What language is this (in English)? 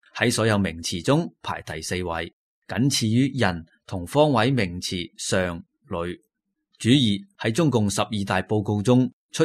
Cantonese